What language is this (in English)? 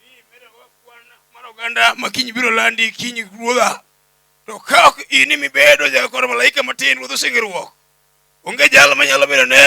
Luo (Kenya and Tanzania)